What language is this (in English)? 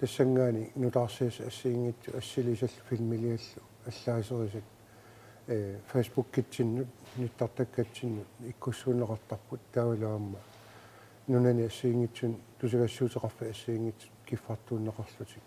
Kalaallisut